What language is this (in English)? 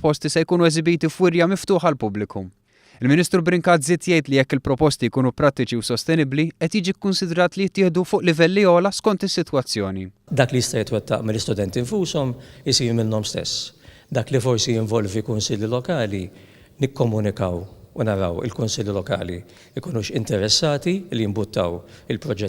Maltese